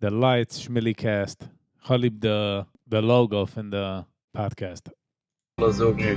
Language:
Yiddish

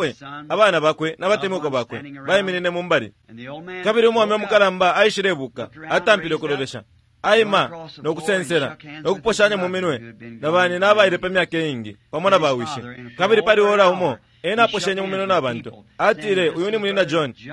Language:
Bemba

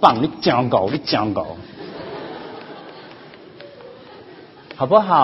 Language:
Chinese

